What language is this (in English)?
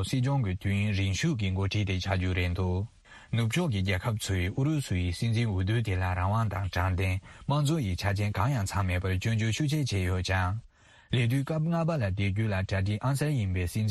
Tibetan